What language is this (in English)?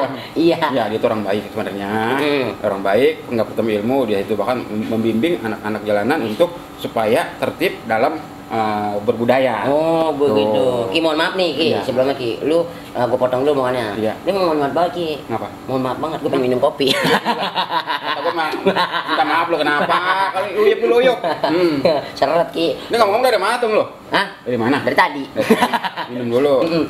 Betawi